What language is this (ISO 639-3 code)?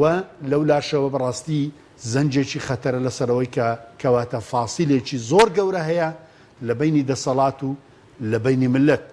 ckb